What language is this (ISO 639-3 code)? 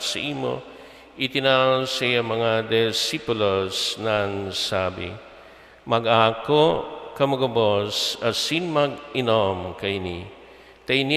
bik